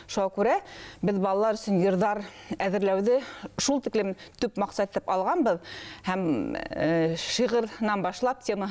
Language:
Bashkir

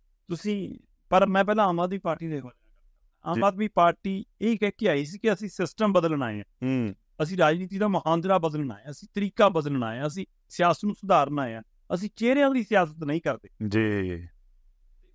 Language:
Punjabi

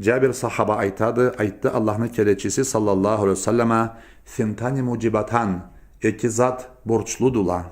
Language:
Karachay-Balkar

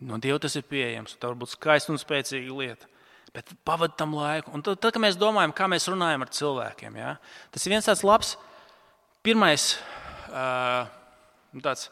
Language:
Latvian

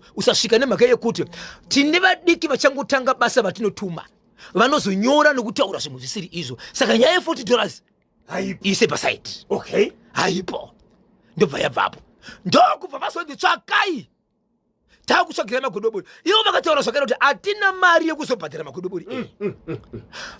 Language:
Shona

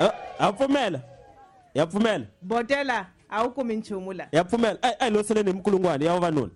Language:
Tsonga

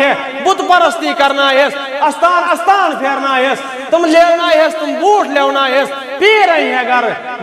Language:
Kashmiri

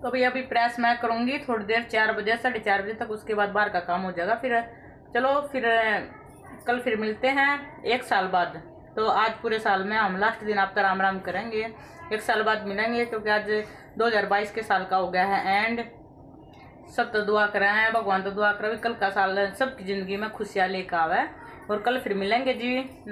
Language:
Hindi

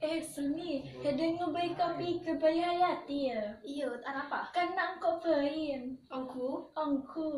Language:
Madurese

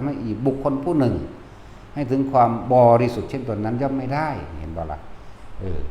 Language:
Northeastern Thai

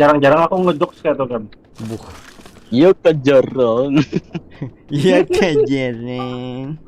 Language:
Banjar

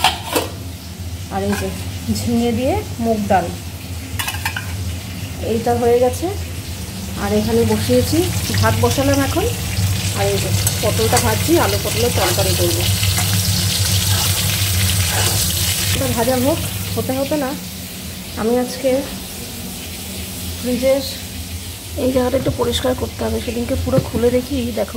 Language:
Bangla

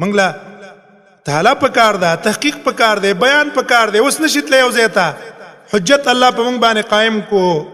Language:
Pashto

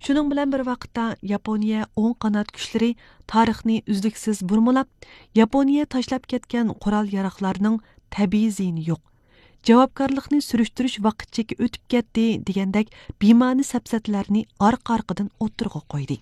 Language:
Uyghur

